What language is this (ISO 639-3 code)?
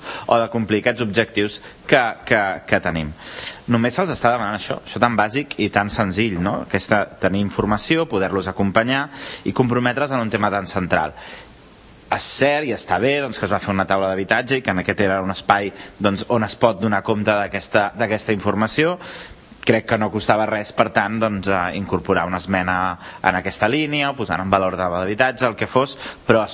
cat